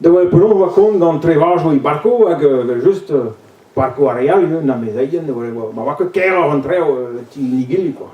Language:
Breton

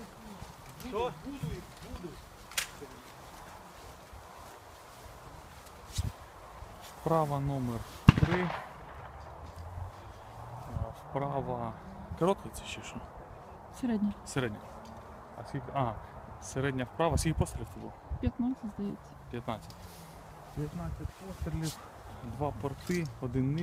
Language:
Ukrainian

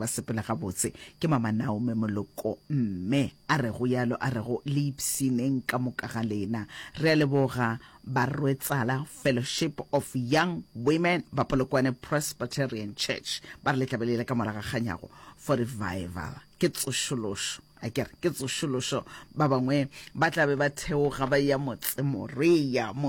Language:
Northern Sotho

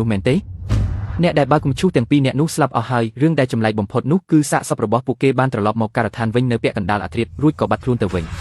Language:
Khmer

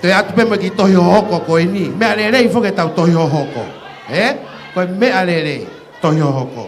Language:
Tongan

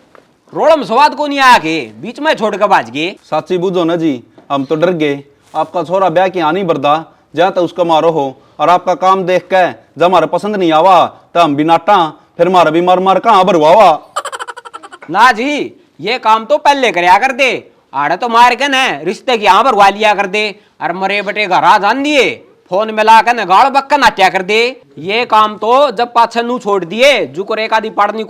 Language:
Haryanvi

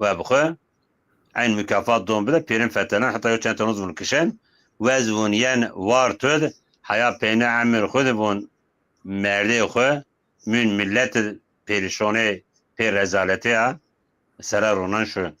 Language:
Zaza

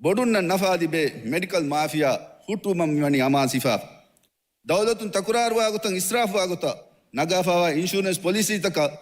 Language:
Divehi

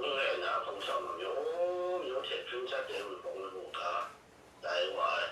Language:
Kachin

